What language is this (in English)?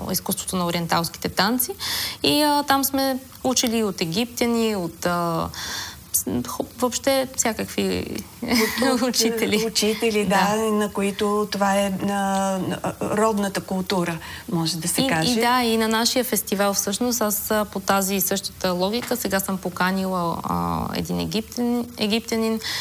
Bulgarian